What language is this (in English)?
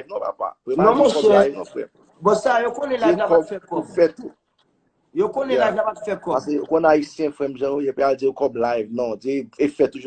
Haitian Creole